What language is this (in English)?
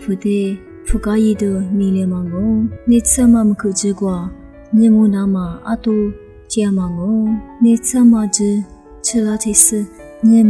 Lisu